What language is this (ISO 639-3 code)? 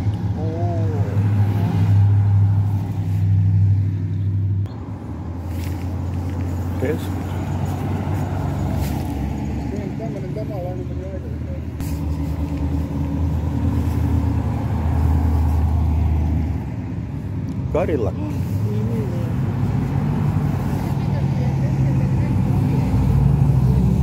fin